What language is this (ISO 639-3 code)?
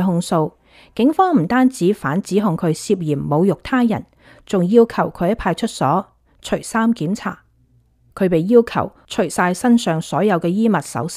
yue